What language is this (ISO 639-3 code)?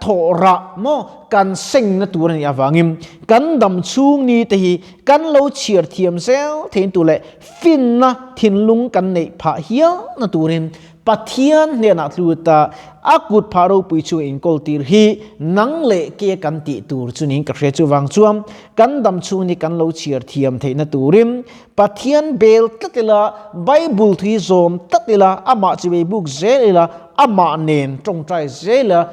lus